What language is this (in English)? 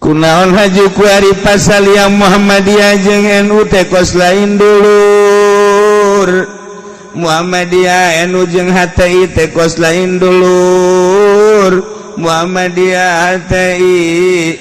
Sundanese